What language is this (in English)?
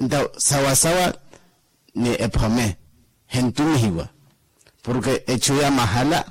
Makhuwa